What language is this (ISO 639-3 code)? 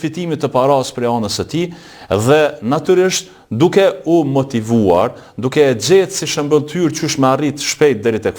sqi